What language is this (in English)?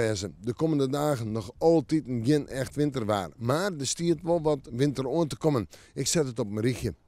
Western Frisian